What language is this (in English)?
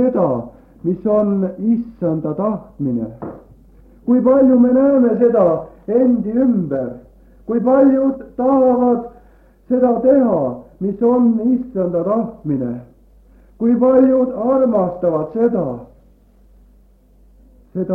Estonian